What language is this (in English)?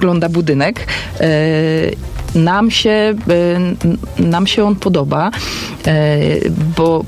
Polish